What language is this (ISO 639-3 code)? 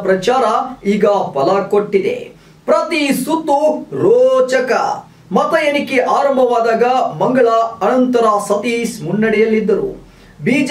kan